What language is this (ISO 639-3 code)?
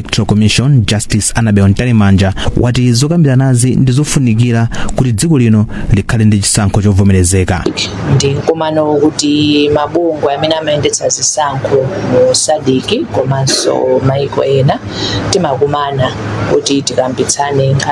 nya